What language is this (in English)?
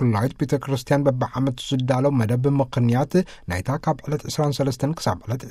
Tigrinya